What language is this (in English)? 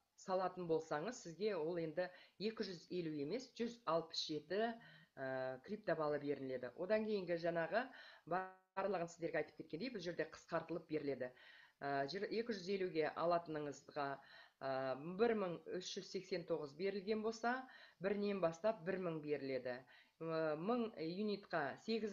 Kazakh